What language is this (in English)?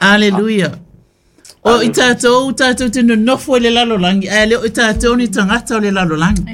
Samoan